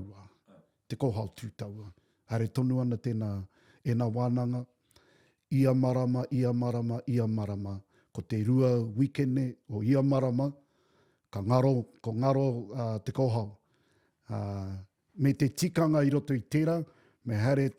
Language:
Māori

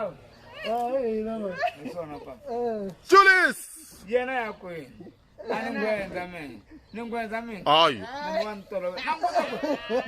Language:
Tsonga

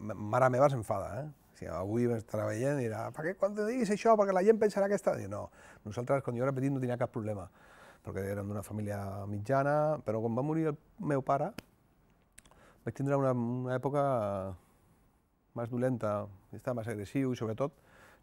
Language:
Catalan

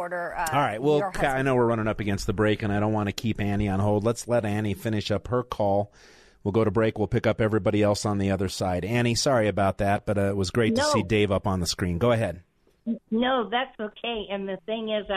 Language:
English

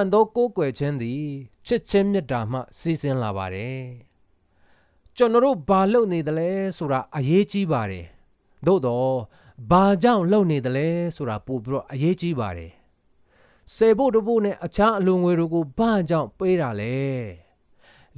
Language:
Burmese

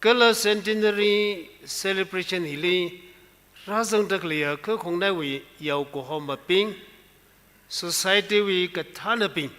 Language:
Tangkhul Naga (India)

